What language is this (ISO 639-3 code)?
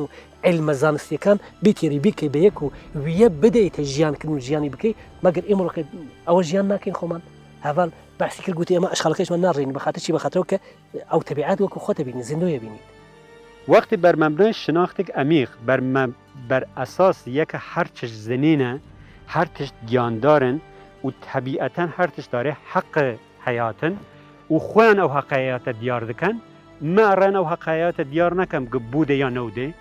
kur